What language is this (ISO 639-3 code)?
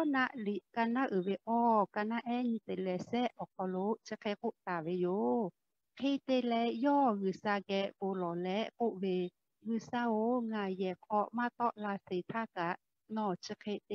lhu